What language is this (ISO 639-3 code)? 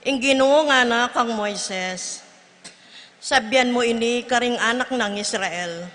pam